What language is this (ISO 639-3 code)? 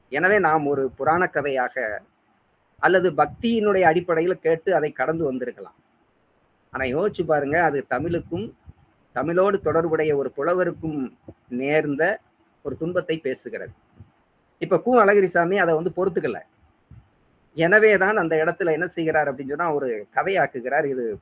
tam